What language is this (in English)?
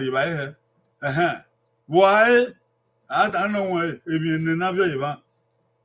Bini